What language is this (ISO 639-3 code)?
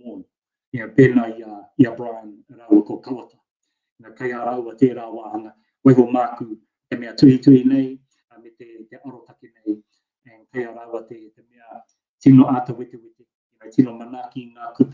mri